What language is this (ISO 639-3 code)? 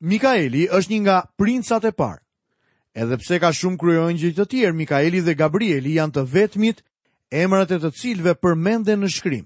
sqi